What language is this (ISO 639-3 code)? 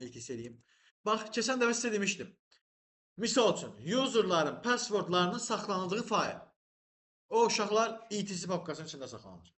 aze